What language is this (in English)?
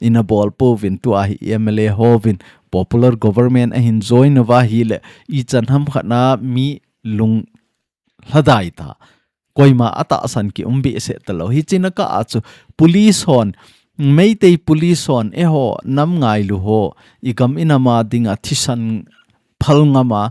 Thado Chin